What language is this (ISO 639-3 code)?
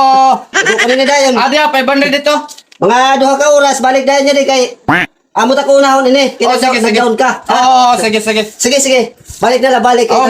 war